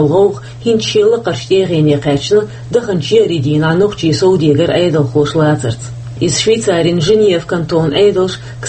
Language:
Chechen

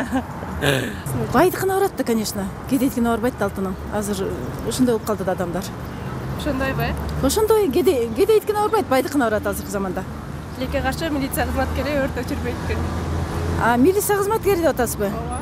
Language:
Kyrgyz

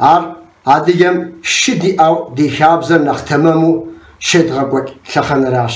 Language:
Kabardian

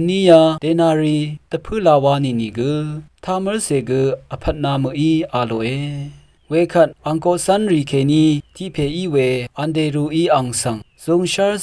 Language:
Rawang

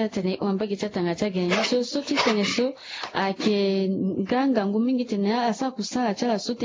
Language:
Sango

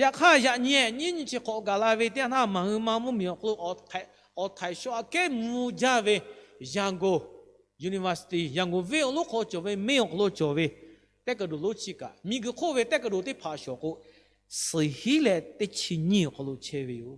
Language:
Lahu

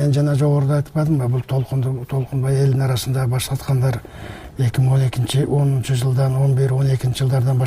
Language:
Kyrgyz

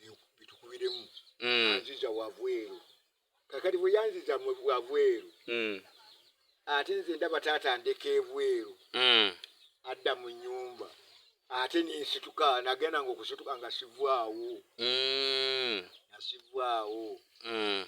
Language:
Ganda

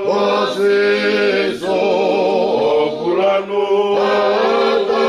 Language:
Tongan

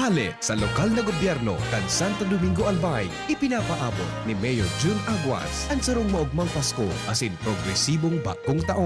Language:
Bikol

